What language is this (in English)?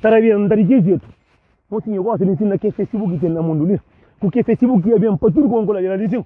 Kabuverdianu